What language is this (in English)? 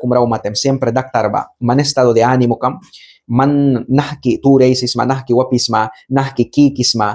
Mískito